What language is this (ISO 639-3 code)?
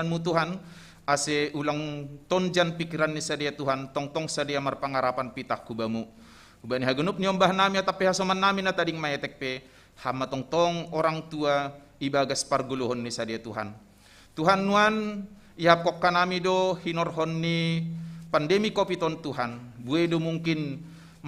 bts